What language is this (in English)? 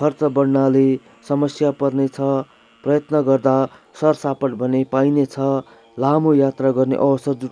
Nepali